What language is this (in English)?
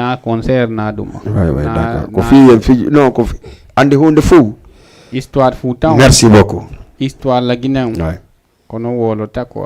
Fula